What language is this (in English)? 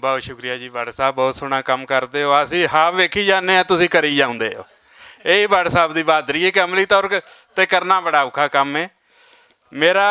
Western Panjabi